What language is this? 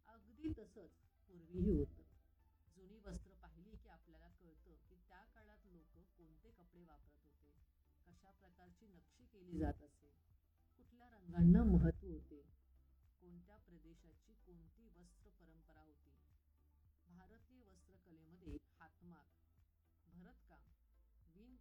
Marathi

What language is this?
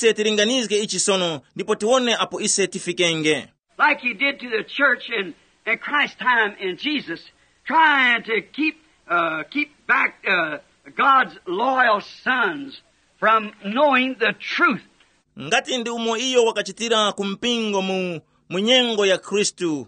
Tumbuka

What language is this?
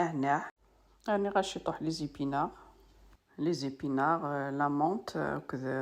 Kabyle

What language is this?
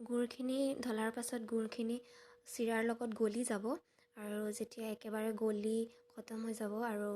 Assamese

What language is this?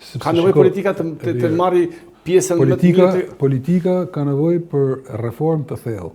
Albanian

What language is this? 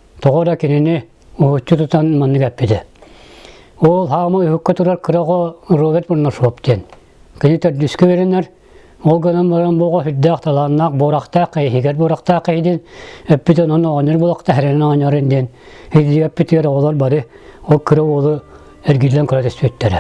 Yakut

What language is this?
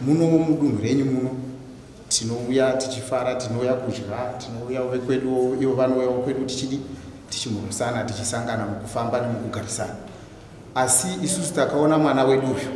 Shona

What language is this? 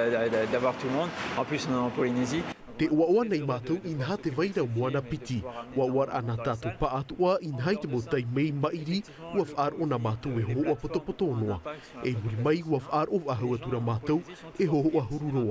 Tahitian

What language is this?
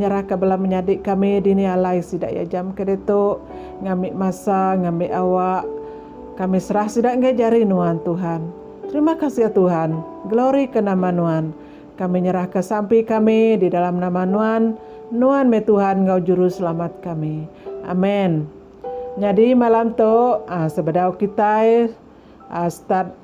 Iban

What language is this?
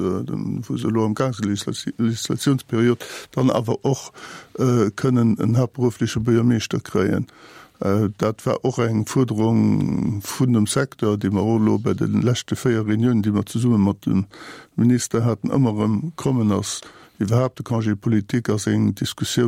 Luxembourgish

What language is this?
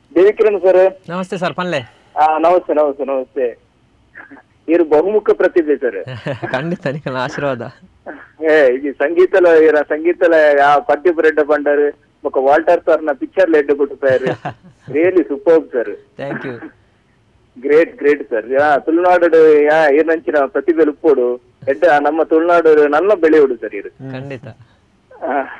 Tulu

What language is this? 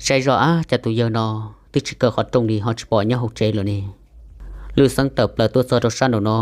Hmong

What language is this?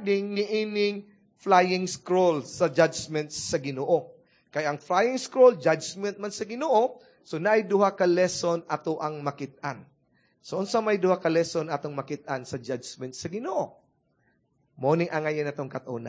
Cebuano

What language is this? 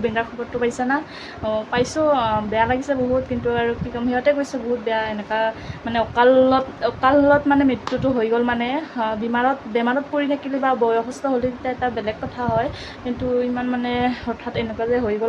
Assamese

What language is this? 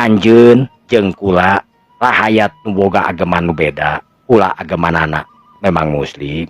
Sundanese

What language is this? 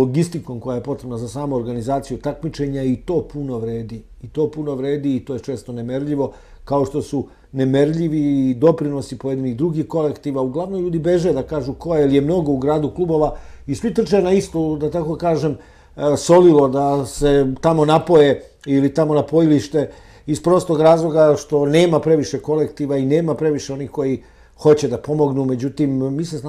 Serbian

